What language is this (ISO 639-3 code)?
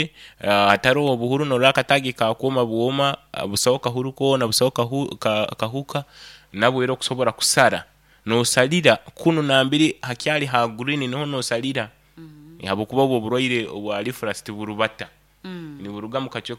nyo